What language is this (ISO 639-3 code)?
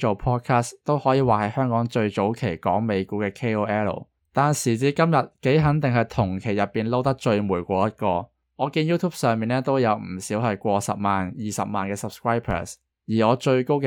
yue